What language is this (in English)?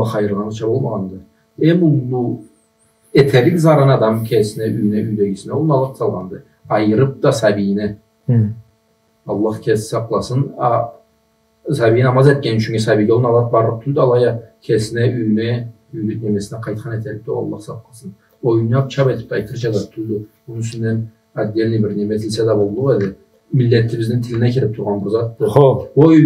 Karachay-Balkar